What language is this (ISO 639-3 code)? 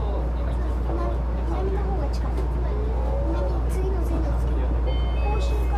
jpn